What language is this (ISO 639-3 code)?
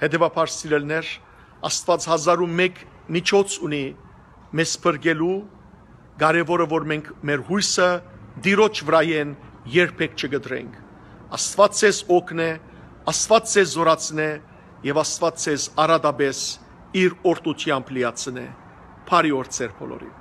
hyw